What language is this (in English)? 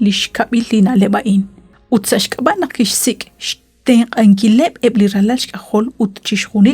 Kekchí